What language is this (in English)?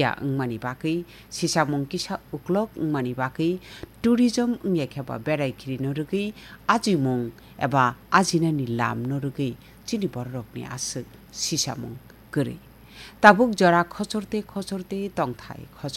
Kok Borok